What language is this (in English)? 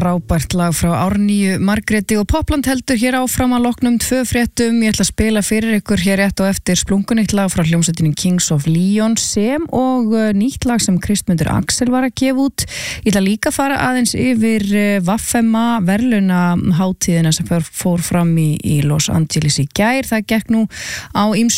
Icelandic